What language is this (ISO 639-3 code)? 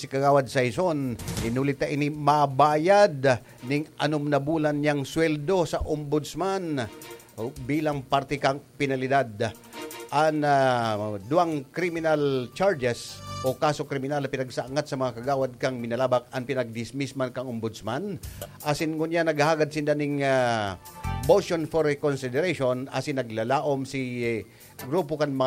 bik